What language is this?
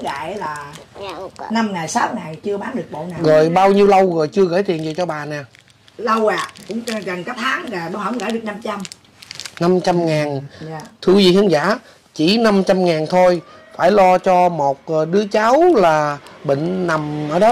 Vietnamese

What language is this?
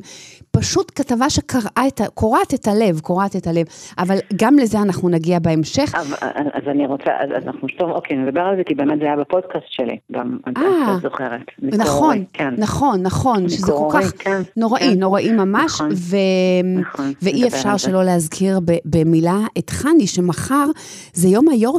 Hebrew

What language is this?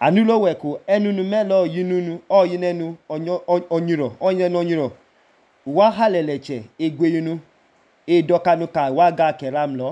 Idoma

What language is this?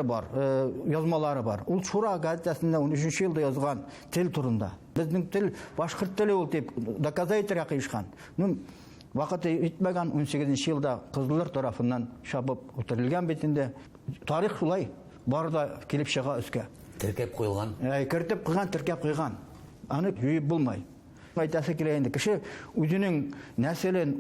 Bashkir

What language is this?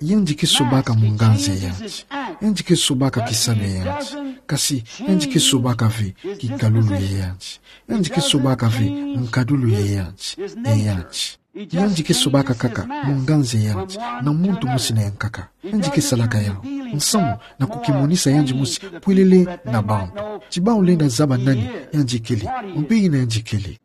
Kituba (Democratic Republic of Congo)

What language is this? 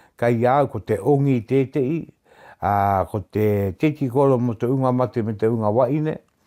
Māori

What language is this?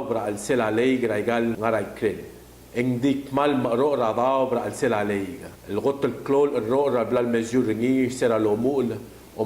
Palauan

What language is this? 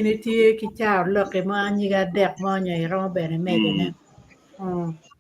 Acoli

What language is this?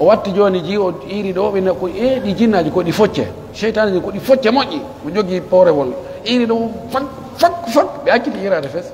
Pular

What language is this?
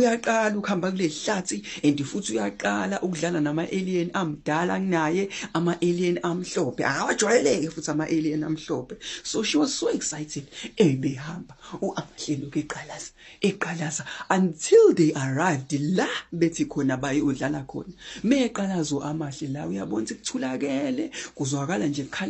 Zulu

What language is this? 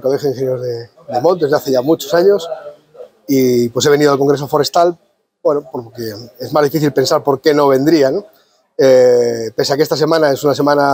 Spanish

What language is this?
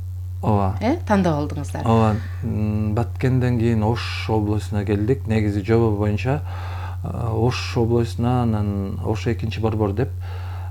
Kyrgyz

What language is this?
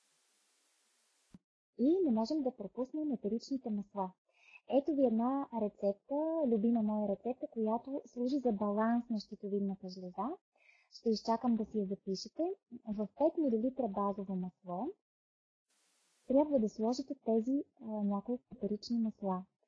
Bulgarian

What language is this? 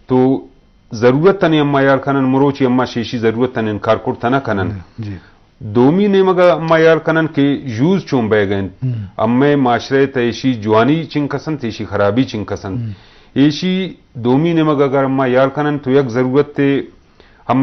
Eastern Balochi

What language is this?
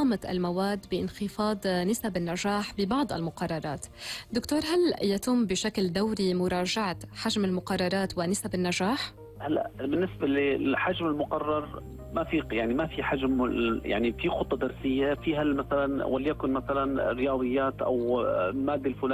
North Levantine Arabic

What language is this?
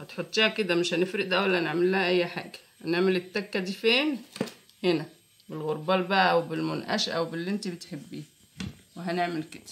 Egyptian Arabic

